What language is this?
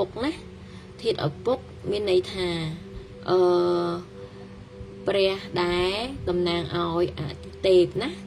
Khmer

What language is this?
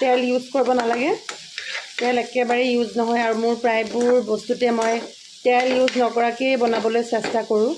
Assamese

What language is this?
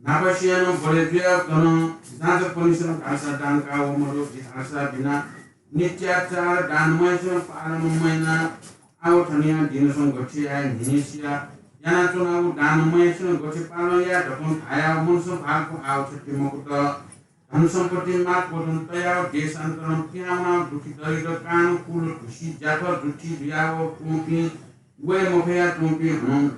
Newari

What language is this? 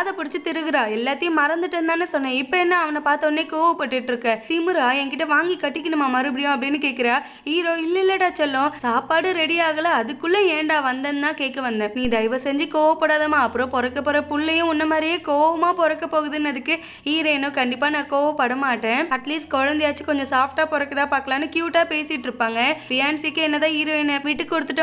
Tamil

